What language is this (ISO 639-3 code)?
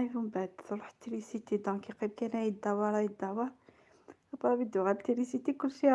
arq